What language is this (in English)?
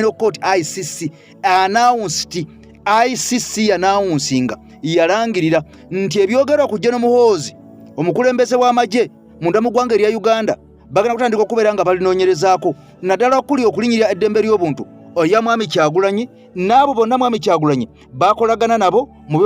Ganda